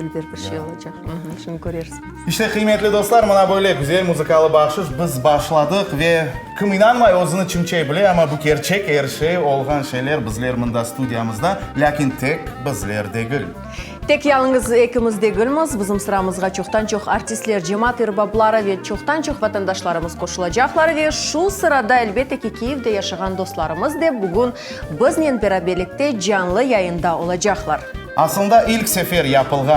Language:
Crimean Tatar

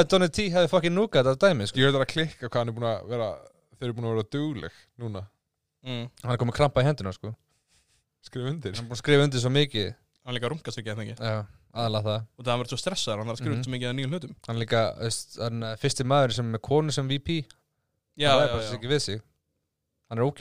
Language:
Icelandic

